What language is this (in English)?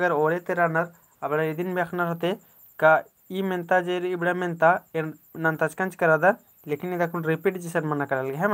Kurukh